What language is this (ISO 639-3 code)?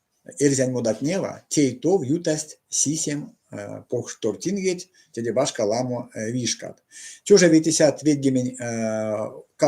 myv